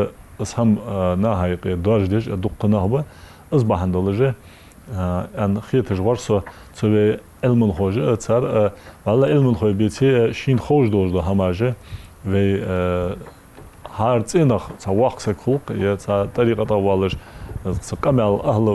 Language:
Ingush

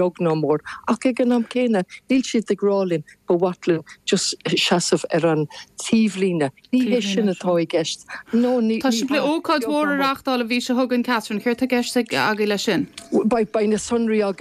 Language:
Irish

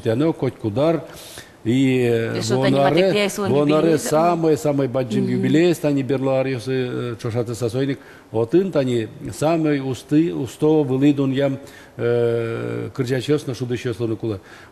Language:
Udmurt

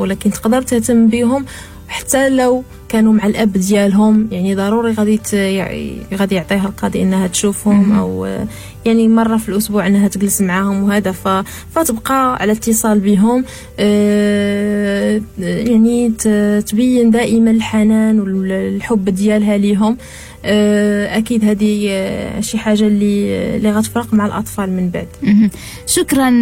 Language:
Moroccan Arabic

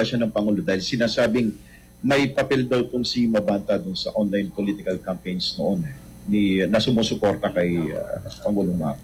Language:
Filipino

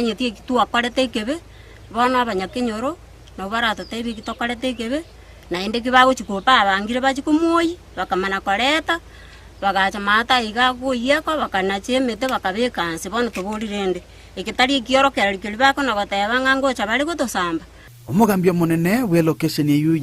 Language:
Gusii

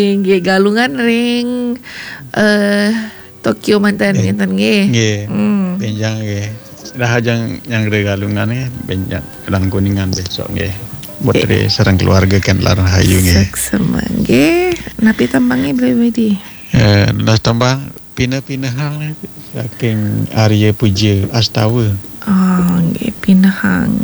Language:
Balinese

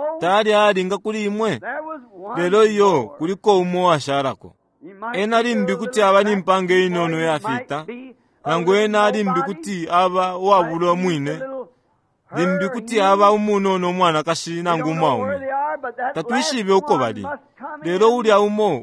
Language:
Bemba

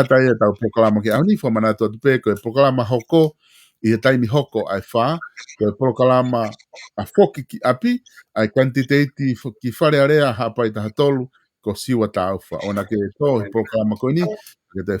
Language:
Tongan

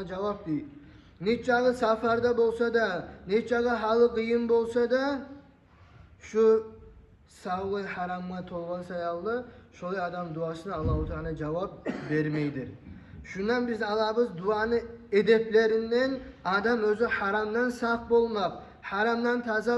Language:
Kumyk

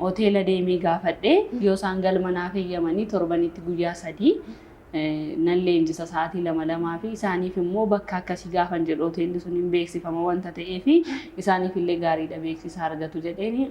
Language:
Oromo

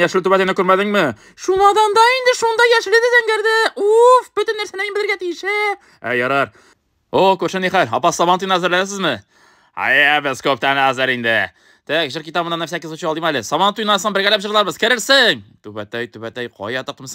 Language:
Tatar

